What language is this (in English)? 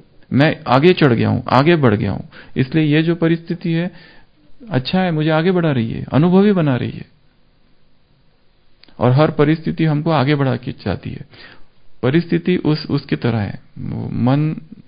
Hindi